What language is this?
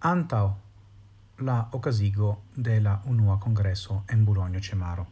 Esperanto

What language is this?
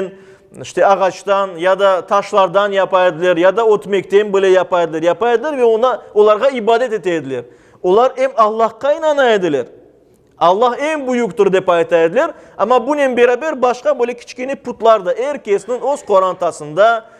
Crimean Tatar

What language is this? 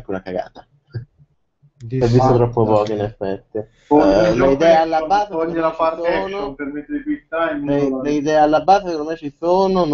Italian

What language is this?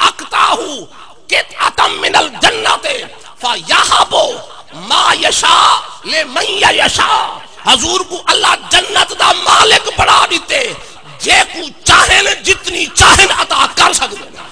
Saraiki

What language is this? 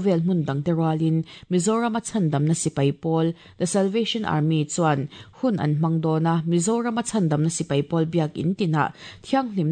Mizo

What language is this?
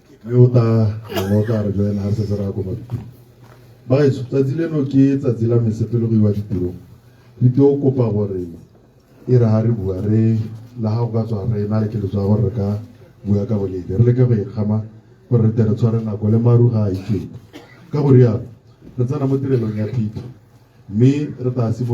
Tswana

